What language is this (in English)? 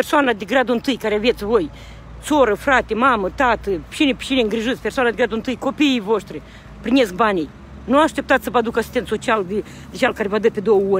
Romanian